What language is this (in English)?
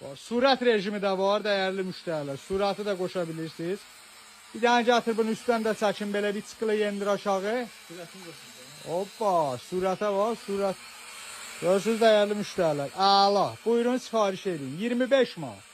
Azerbaijani